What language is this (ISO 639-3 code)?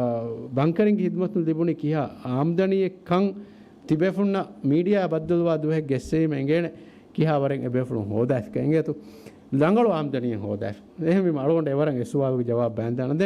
div